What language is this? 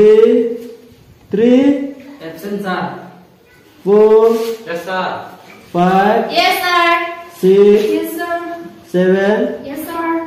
Karbi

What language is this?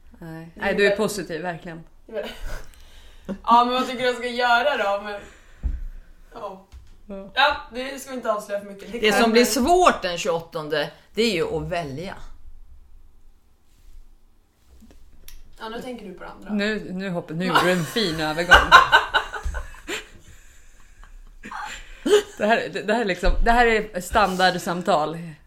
Swedish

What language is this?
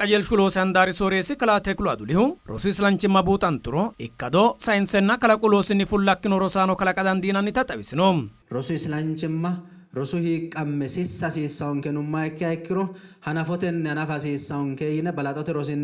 Sidamo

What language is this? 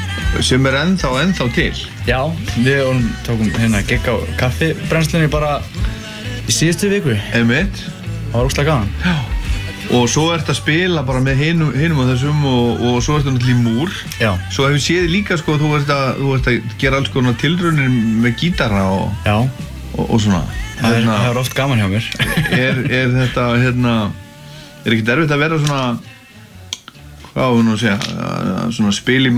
Icelandic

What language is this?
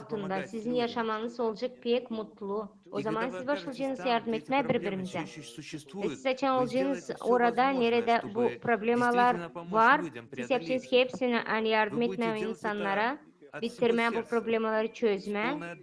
Gagauz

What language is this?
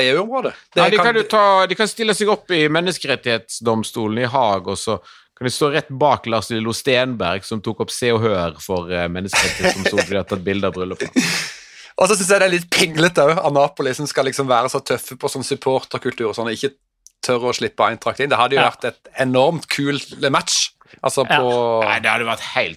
Norwegian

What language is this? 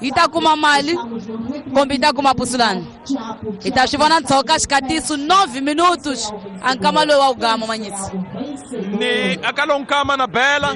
Tsonga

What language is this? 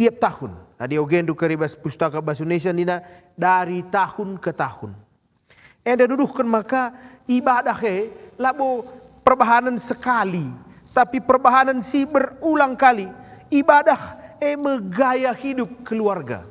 Batak Karo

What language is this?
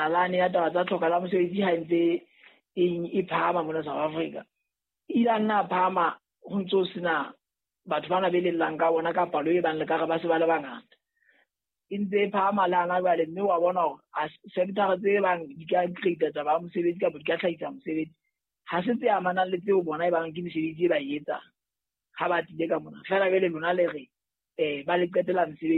Southern Sotho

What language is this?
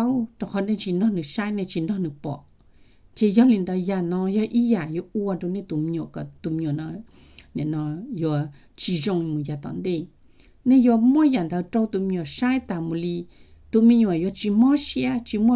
Hmong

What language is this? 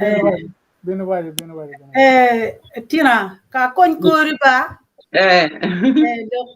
Acoli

